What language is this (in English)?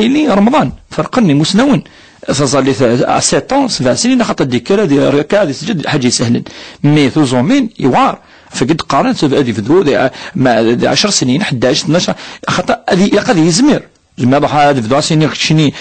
Kabyle